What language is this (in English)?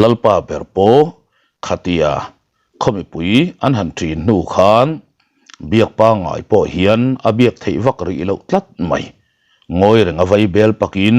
Mizo